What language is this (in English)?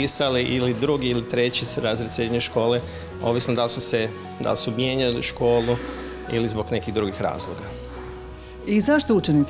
Croatian